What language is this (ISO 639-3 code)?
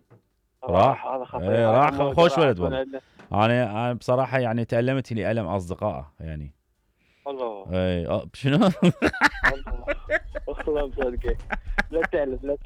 acm